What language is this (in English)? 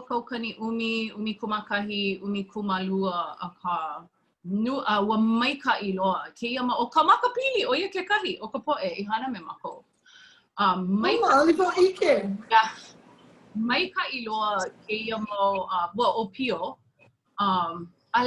Hawaiian